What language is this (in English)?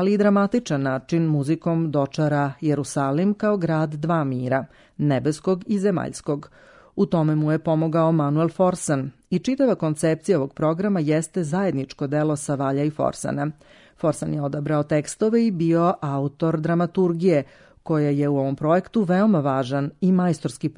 Serbian